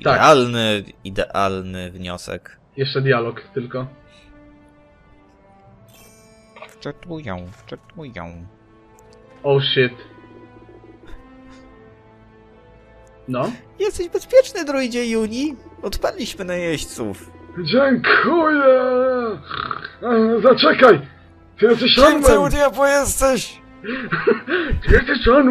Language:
Polish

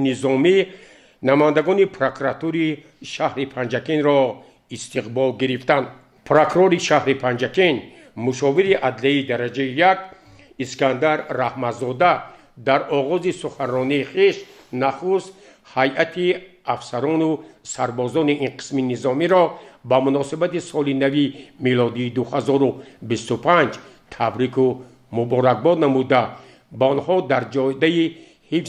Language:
Tajik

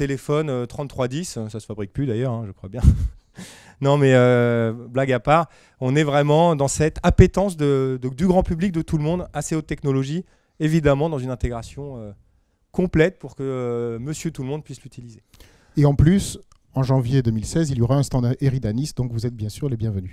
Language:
French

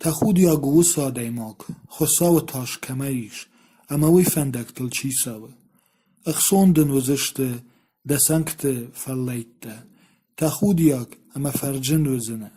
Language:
Ossetic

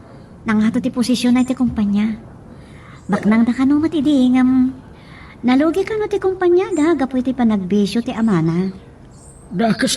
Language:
Iloko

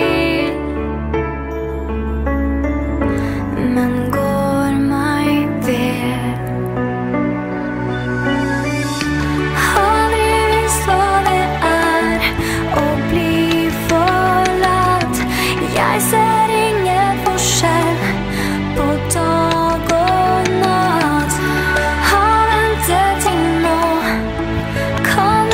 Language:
Norwegian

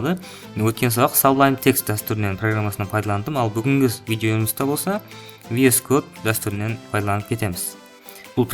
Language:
Kara-Kalpak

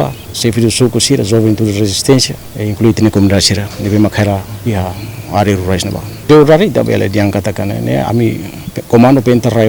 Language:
Tetum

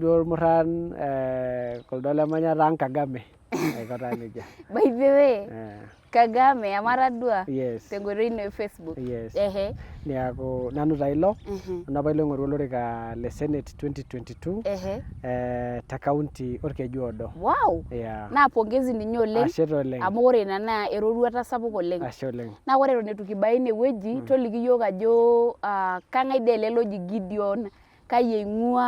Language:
Masai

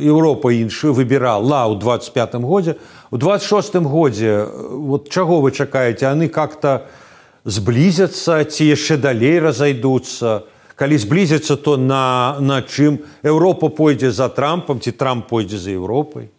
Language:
Belarusian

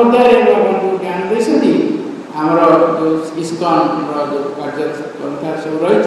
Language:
Odia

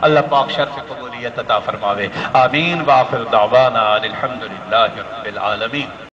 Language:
Saraiki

